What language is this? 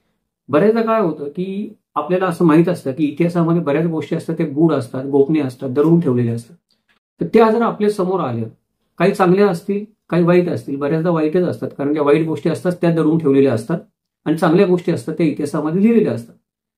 Marathi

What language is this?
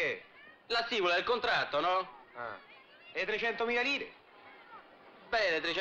Italian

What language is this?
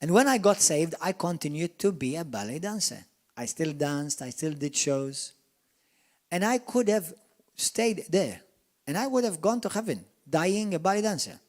English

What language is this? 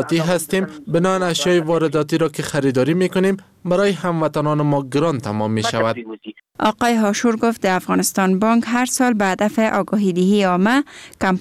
Persian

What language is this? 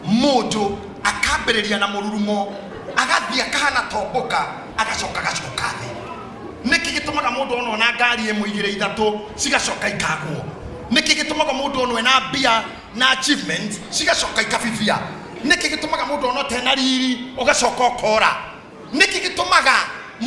Kikuyu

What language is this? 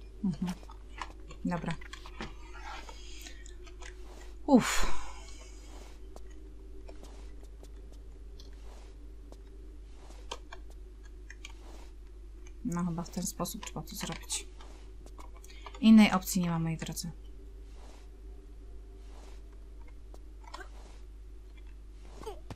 Polish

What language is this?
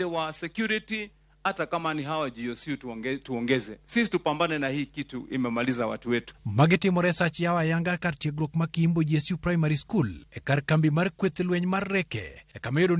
Luo (Kenya and Tanzania)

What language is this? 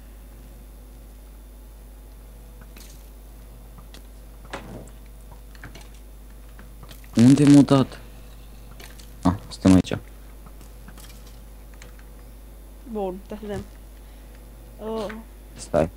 Romanian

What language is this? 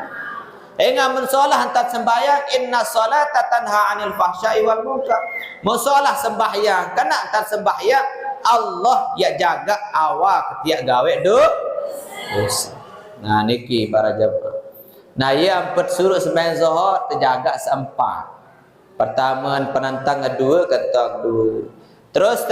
Sasak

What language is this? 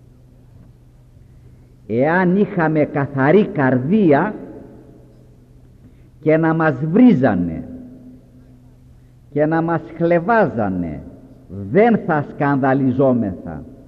Greek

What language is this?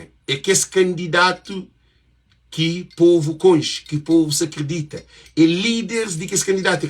Kabuverdianu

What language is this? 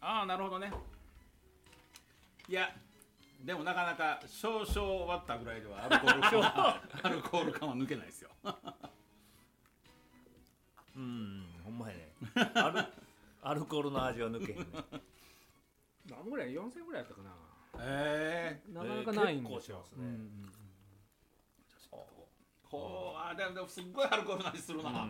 Japanese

